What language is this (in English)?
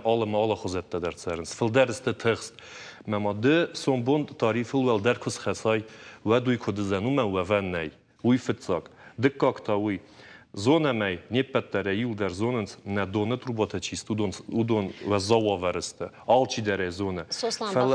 Ossetic